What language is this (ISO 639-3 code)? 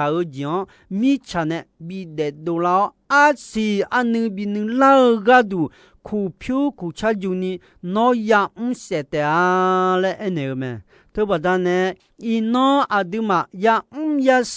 ahk